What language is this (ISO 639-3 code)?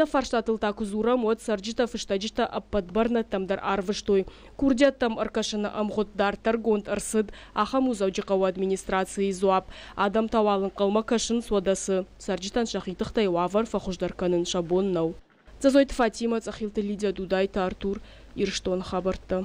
oss